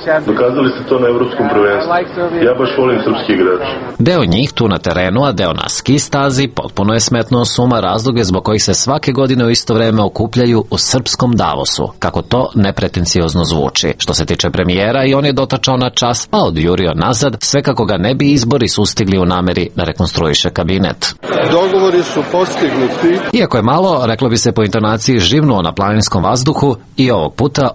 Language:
Serbian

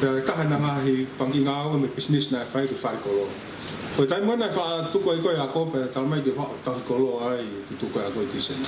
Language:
Tongan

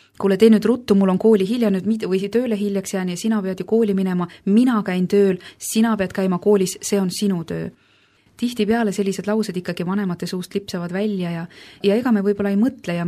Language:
Estonian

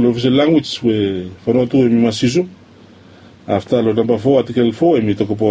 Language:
Bislama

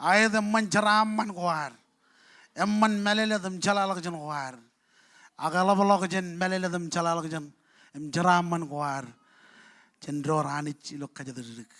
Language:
Marshallese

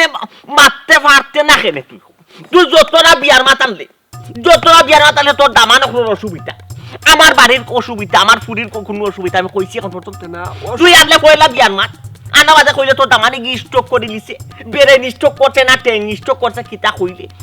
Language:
Sylheti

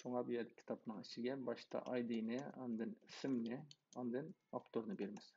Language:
Uyghur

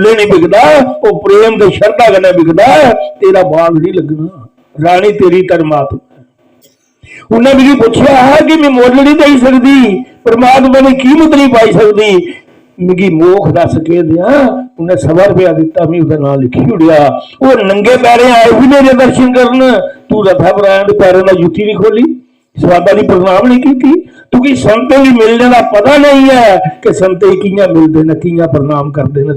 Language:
Dogri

